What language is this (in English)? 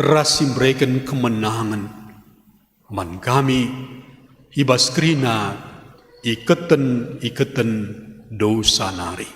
Batak Karo